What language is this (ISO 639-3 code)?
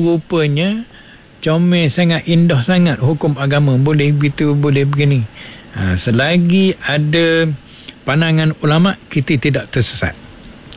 msa